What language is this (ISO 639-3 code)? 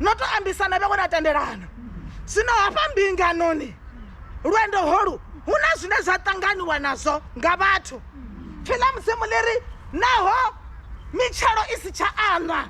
ven